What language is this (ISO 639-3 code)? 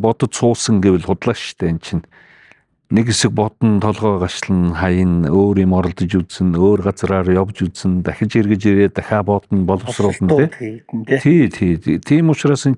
mon